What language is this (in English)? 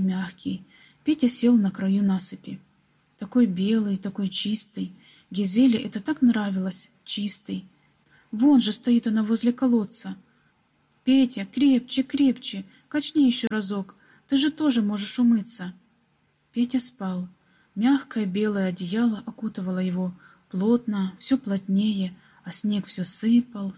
Russian